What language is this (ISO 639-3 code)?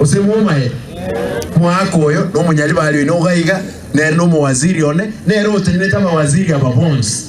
guz